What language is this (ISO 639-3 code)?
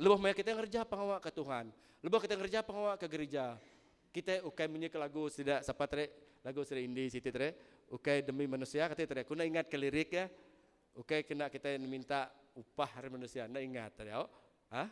iba